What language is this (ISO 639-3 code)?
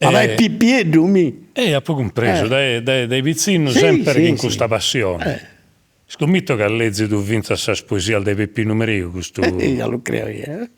srd